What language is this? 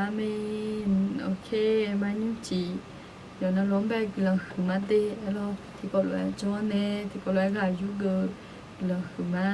Akha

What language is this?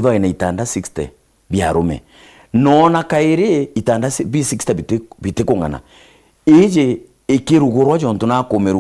Meru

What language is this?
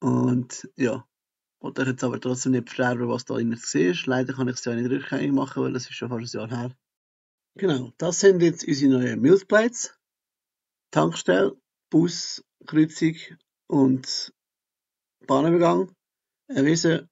Swiss German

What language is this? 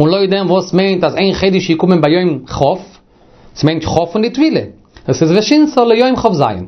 Yiddish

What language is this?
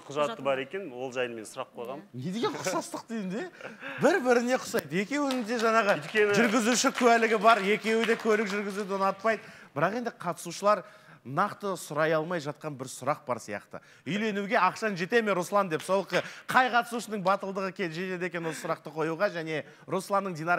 Kazakh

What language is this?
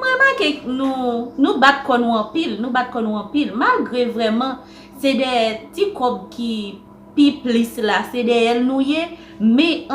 Haitian Creole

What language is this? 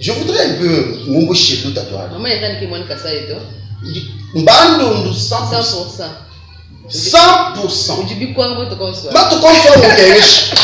Luba-Lulua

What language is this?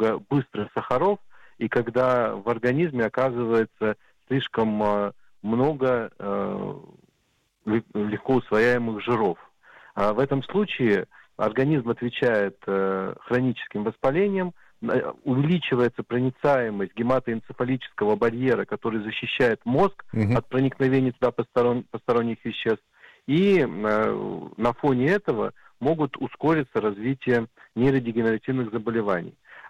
Russian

